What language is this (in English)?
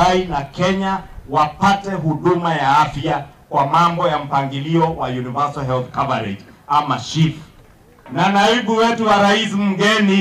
Swahili